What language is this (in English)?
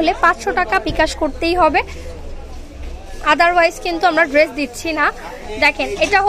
Bangla